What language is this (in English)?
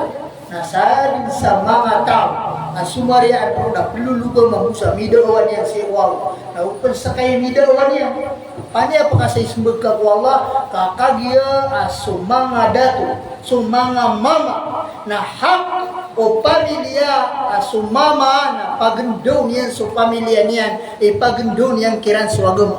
Maranao